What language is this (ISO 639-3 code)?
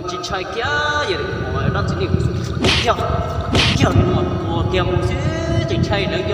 hmn